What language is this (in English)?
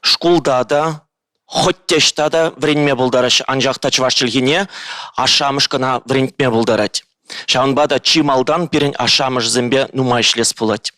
Chuvash